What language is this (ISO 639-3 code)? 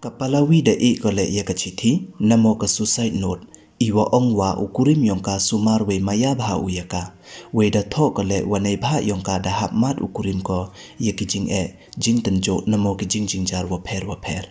pbv